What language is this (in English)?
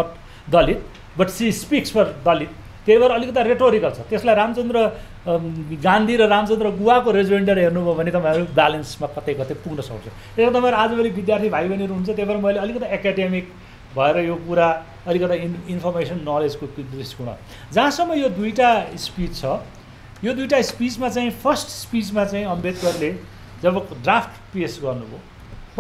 Nepali